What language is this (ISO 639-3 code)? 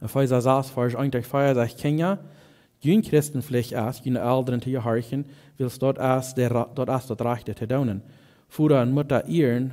pdt